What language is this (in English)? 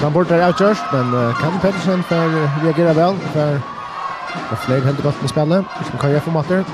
Faroese